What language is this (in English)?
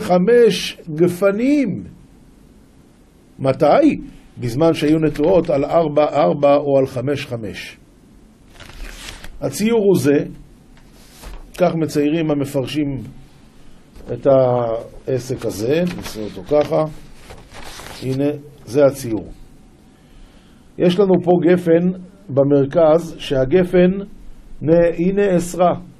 Hebrew